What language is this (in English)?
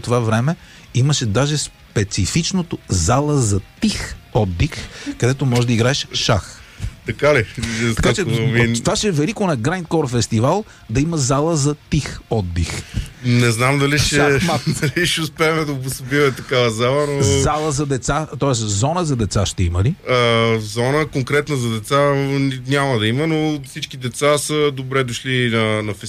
Bulgarian